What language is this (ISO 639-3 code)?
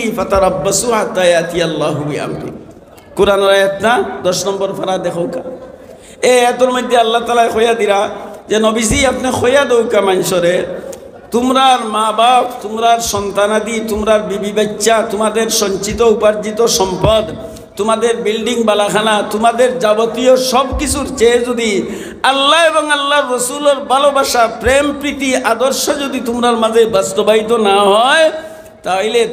syl